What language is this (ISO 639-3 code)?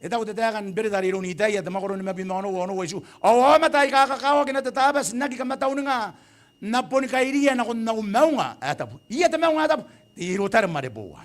gil